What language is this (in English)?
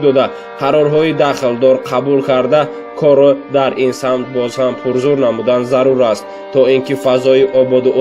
Tajik